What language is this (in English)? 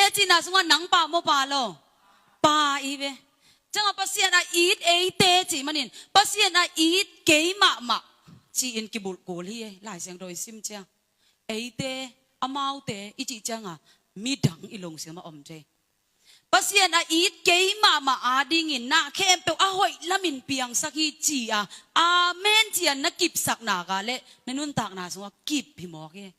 Tedim Chin